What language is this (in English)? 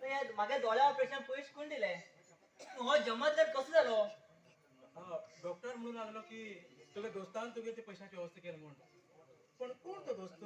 Konkani